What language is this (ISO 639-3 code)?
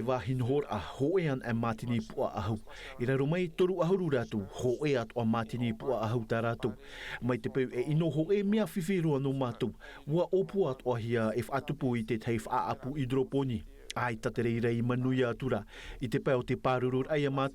tah